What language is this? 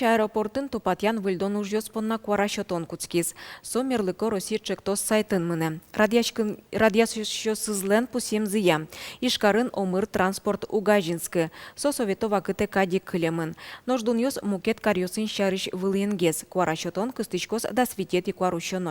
Udmurt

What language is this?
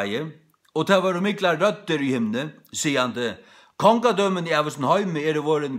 Faroese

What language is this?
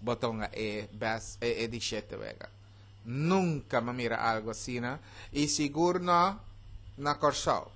Papiamento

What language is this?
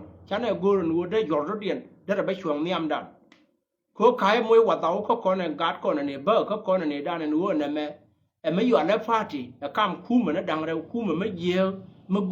Nuer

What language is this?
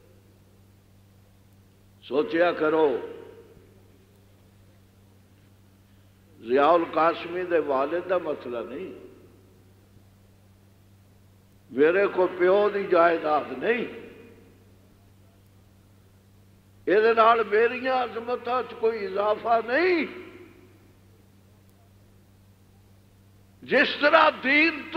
Western Panjabi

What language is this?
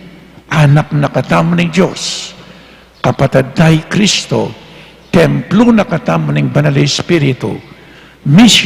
Pampanga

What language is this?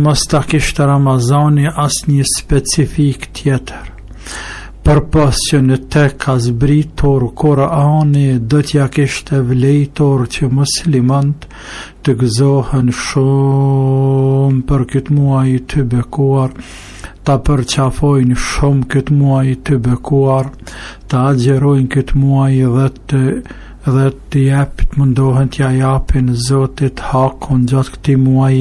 Albanian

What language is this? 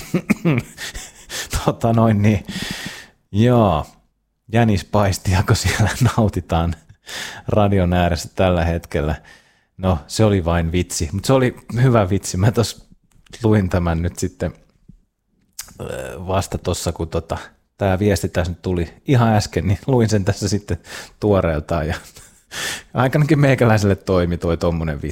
Finnish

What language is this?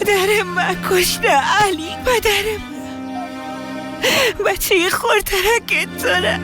Persian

